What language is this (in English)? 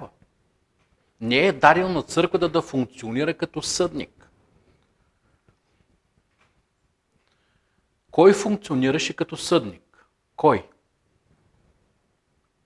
Bulgarian